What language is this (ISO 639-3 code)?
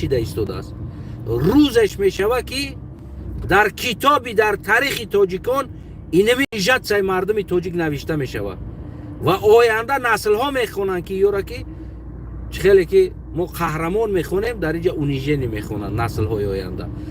tgk